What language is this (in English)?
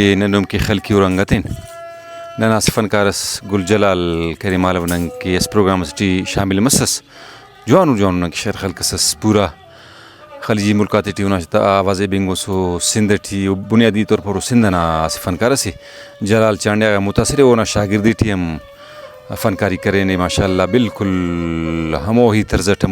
Brahui